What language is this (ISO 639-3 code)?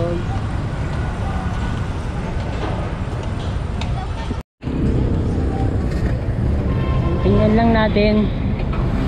fil